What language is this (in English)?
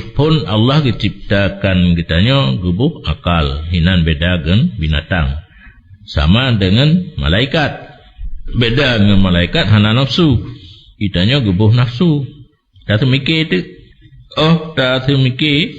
Achinese